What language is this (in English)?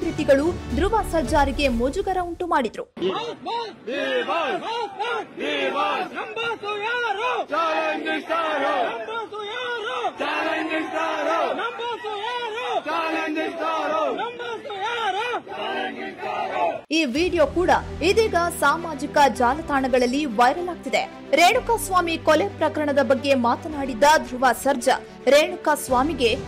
Kannada